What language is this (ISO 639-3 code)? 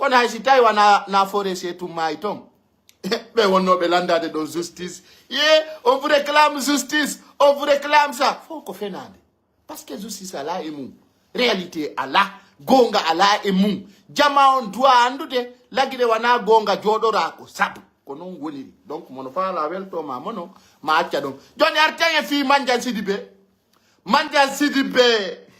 fuf